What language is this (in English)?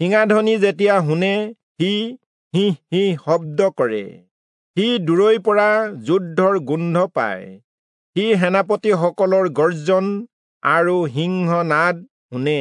Assamese